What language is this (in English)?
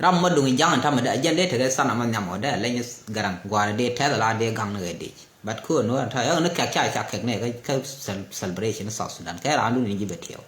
Nuer